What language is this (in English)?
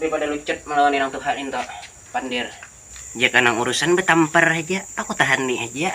Banjar